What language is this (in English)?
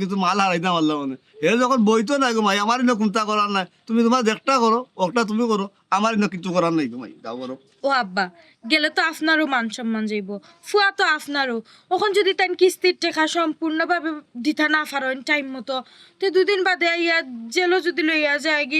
Sylheti